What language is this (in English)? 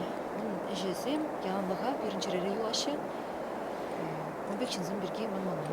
Chuvash